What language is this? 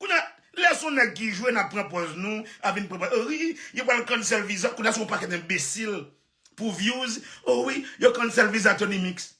Haitian Creole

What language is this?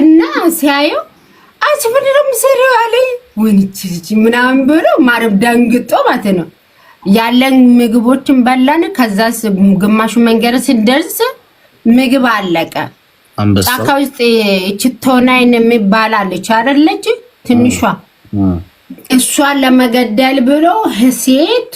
Amharic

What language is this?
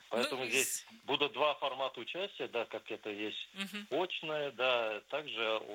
Russian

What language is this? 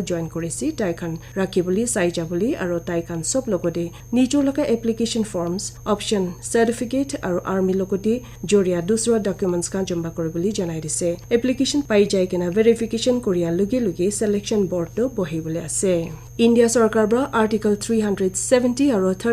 Naga Pidgin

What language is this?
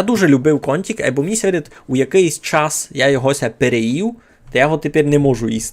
Rusyn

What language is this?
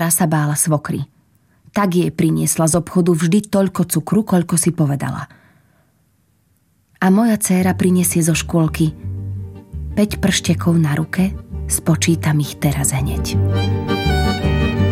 Slovak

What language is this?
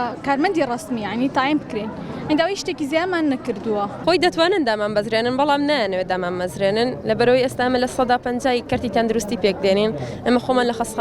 Central Kurdish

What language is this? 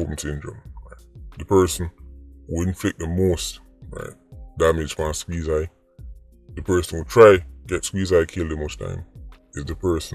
Jamaican Creole English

